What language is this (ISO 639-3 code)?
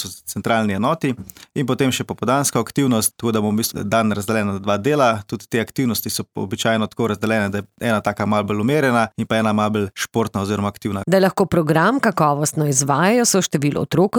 slv